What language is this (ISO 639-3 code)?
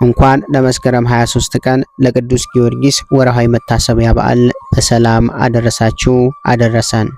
amh